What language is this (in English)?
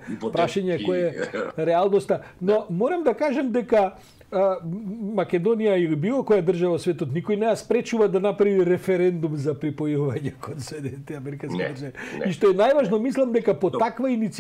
Macedonian